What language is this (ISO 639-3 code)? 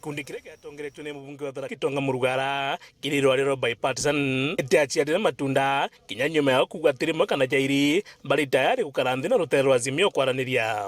mer